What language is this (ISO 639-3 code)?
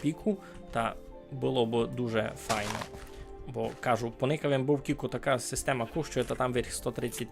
rue